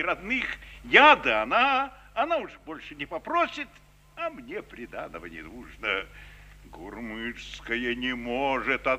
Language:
Russian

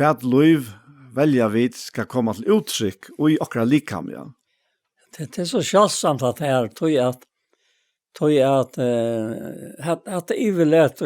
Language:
Faroese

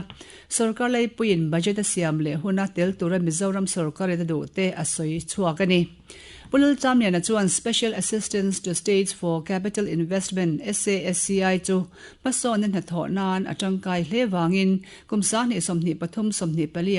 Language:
Mizo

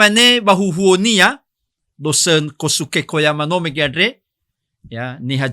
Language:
Nias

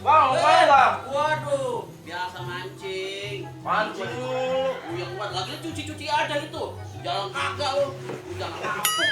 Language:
Betawi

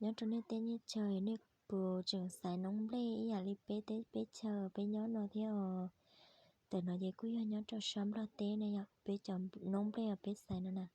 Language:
Hmong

